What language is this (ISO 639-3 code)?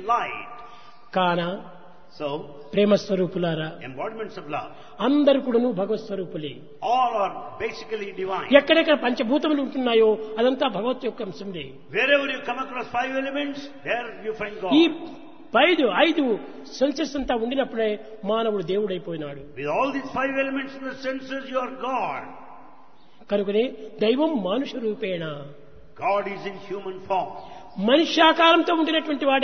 tel